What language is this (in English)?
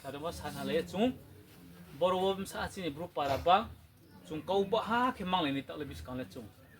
Riang (India)